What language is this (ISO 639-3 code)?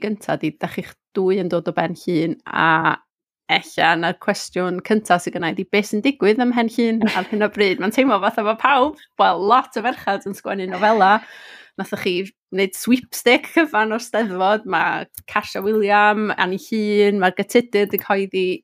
cym